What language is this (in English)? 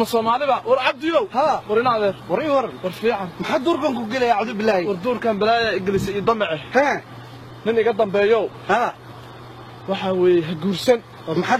Somali